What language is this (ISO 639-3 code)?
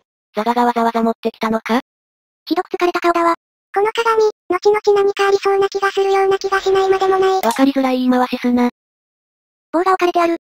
jpn